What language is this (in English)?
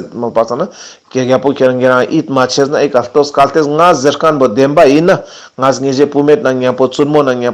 Ladakhi